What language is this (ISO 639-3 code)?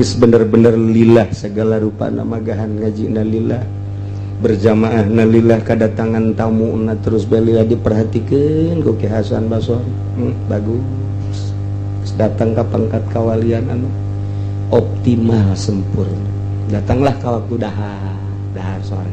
sun